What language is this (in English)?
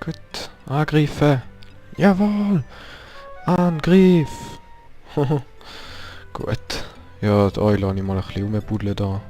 Swiss German